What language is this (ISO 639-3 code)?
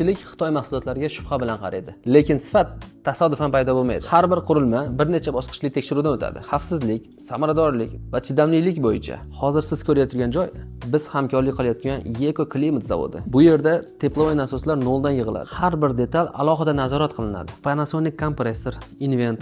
uzb